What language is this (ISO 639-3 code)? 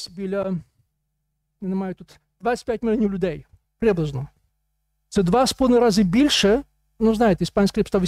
ukr